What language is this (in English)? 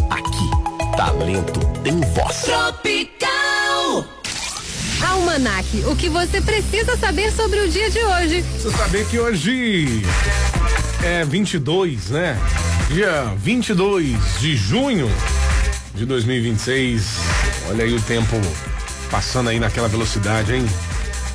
Portuguese